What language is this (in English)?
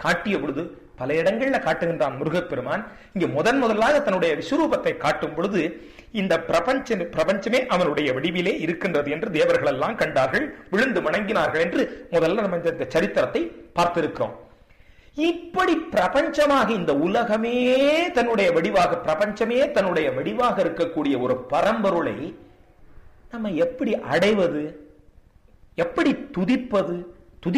Tamil